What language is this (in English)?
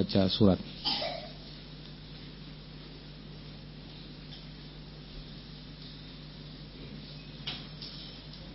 Indonesian